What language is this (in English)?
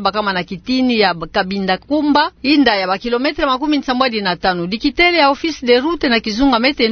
Kituba (Democratic Republic of Congo)